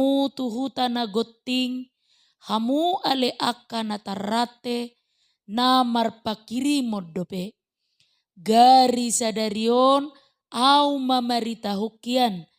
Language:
Batak Toba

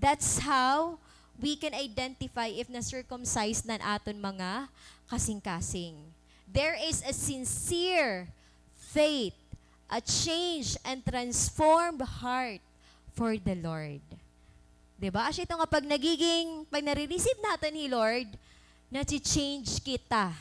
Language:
Waray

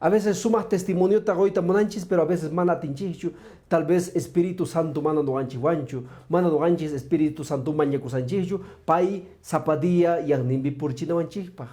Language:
Quechua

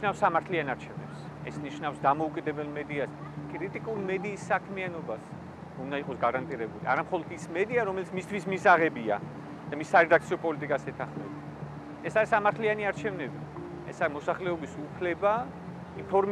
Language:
Georgian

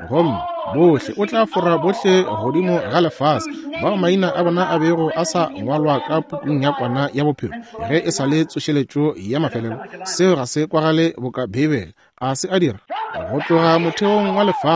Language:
Northern Sotho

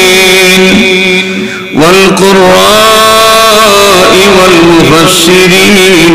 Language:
Sylheti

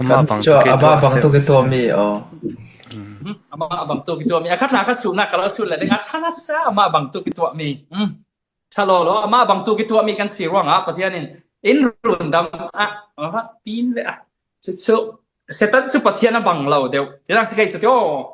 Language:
Falam Chin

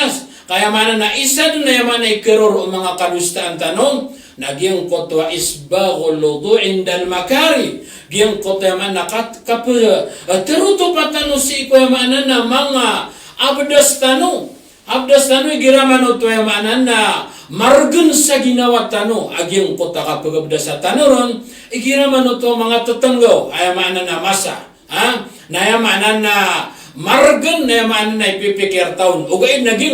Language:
Maranao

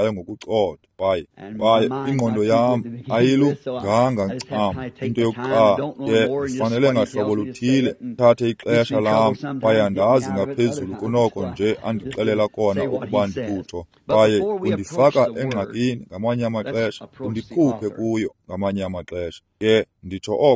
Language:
Xhosa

